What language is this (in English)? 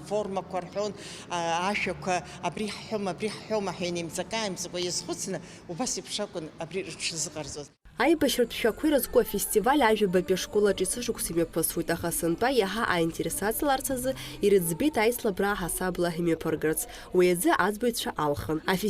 Abkhazian